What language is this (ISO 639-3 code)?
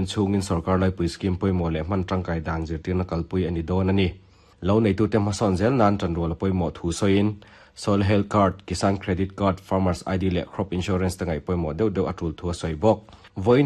lus